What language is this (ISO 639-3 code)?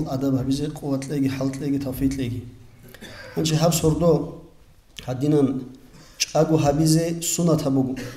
ava